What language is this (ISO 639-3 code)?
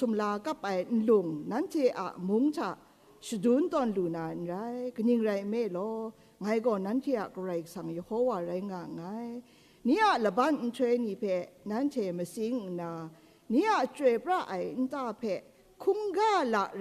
kac